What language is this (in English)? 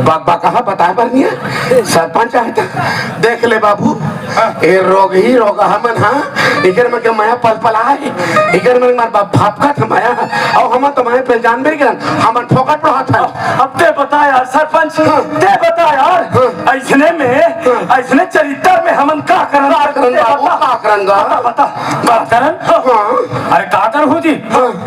Chhattisgarhi